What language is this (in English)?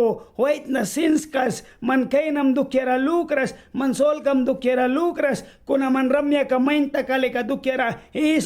Mískito